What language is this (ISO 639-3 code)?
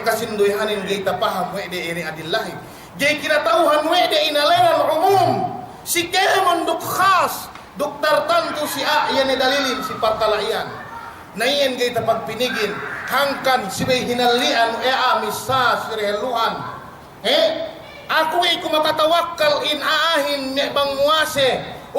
yka